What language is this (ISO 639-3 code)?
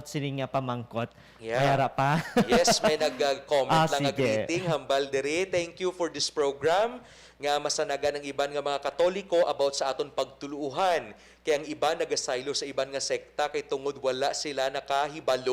hil